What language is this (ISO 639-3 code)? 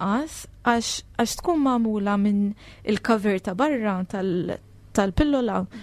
mlt